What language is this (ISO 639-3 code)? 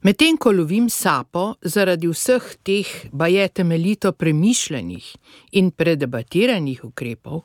slv